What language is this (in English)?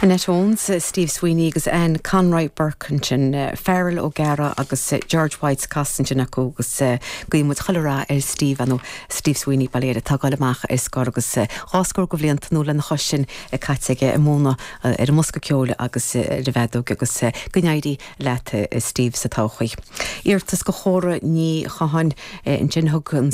Irish